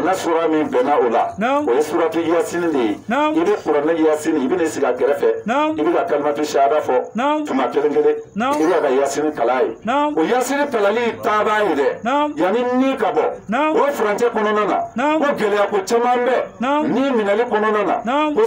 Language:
Bambara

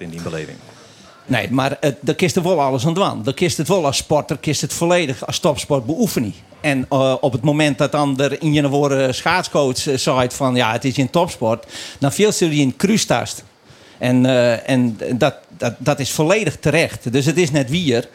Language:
Western Frisian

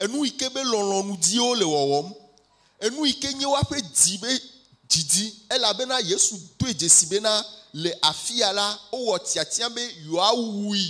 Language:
Ewe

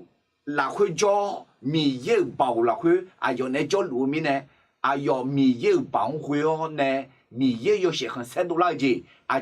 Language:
Akha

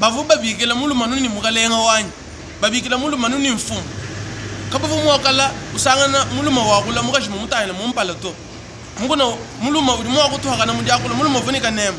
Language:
Luba-Lulua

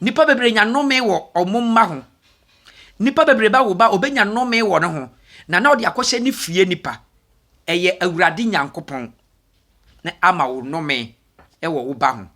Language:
Akan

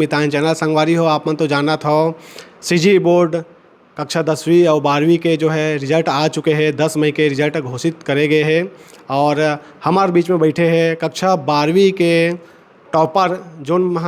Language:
Chhattisgarhi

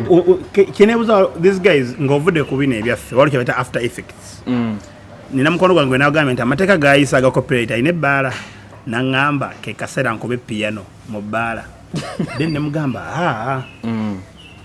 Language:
Ganda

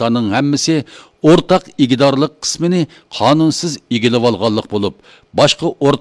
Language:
Uyghur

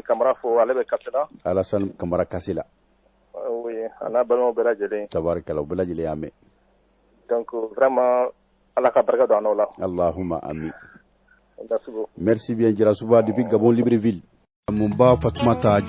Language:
Bambara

